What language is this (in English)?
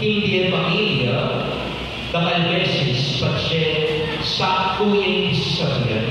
Pampanga